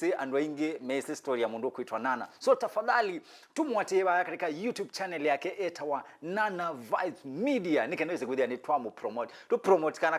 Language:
Kamba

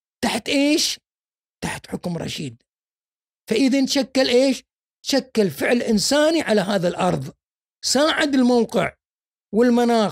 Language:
Gulf Arabic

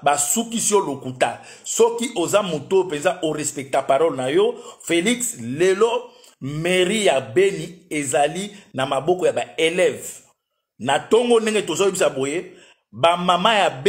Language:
Lingala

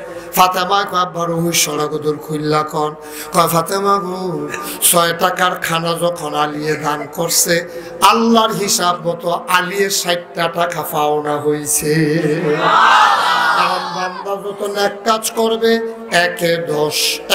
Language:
Bangla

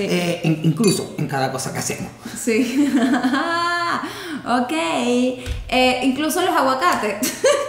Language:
Spanish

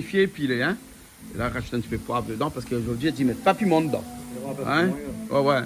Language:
Réunion Creole French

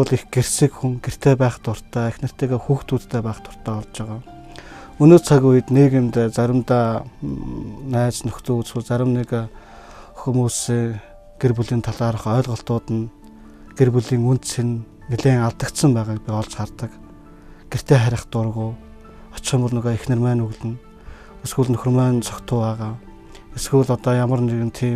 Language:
Mongolian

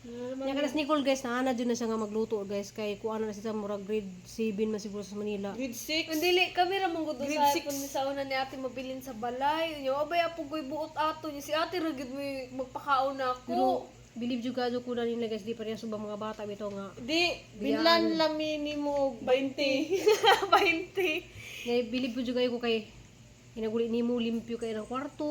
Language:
Cebuano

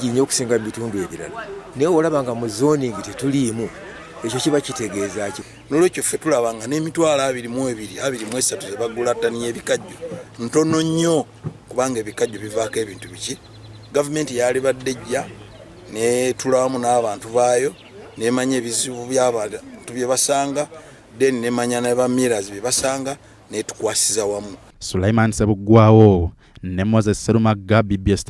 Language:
Ganda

